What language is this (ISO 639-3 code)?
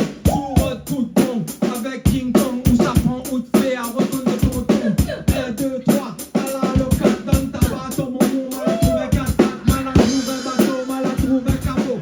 rcf